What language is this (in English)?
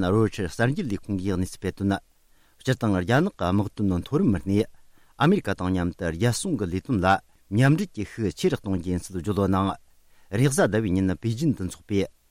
Tibetan